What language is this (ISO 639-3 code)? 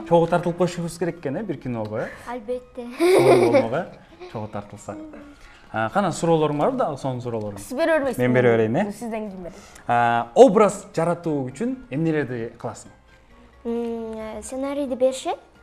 kir